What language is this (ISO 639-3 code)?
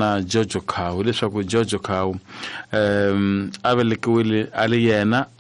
tso